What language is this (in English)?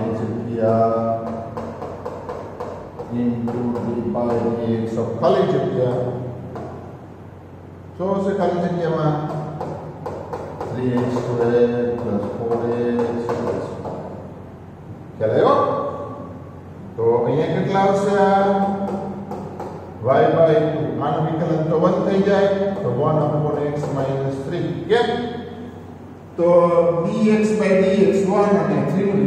Gujarati